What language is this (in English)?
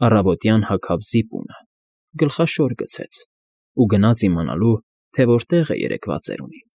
Armenian